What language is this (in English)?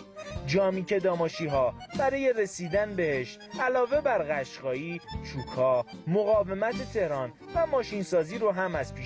Gilaki